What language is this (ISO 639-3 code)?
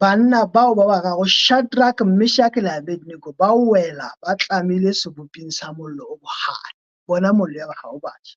sot